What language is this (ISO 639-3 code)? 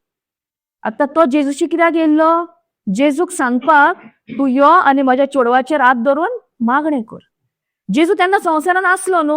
kok